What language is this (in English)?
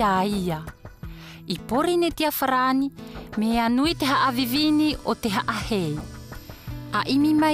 South Marquesan